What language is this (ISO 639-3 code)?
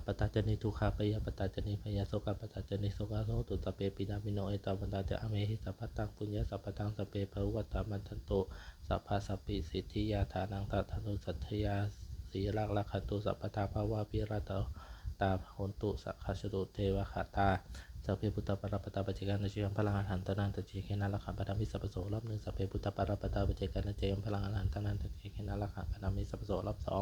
pli